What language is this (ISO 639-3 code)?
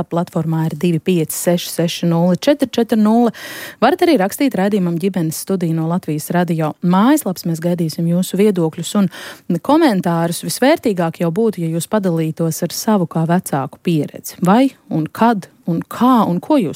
lav